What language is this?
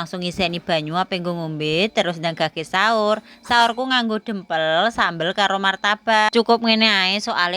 Javanese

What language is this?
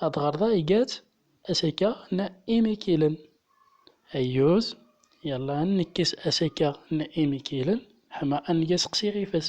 Central Atlas Tamazight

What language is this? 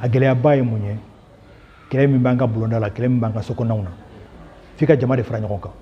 Bambara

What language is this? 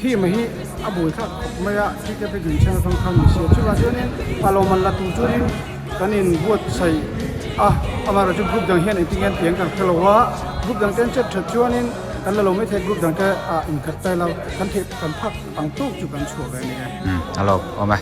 Mizo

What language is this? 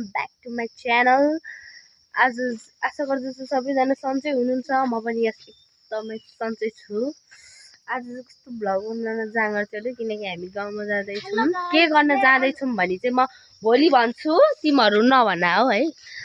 Nepali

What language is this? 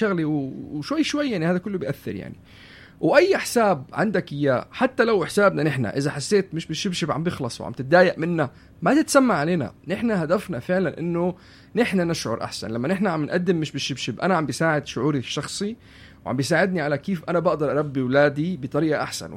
North Levantine Arabic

